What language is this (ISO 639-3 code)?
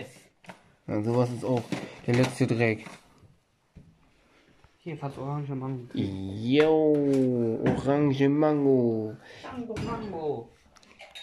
deu